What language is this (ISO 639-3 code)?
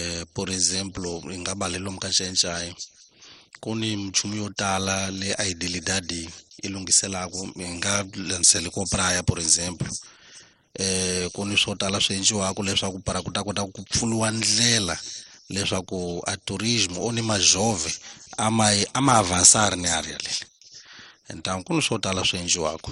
tso